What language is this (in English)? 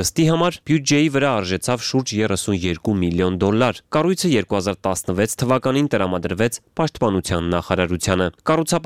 Armenian